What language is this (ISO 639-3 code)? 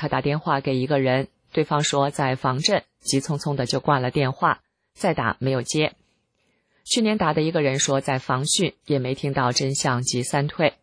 zho